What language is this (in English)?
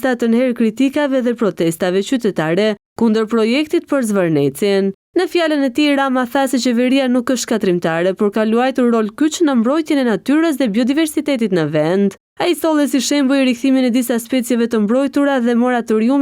Albanian